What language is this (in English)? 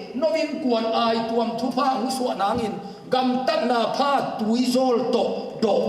Tedim Chin